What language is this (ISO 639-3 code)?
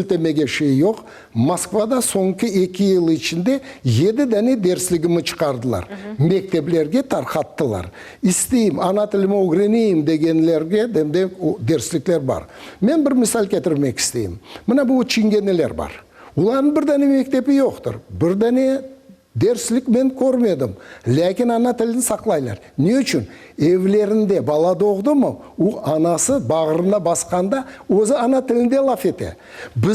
crh